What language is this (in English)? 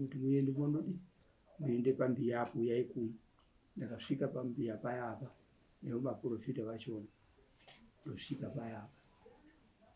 Shona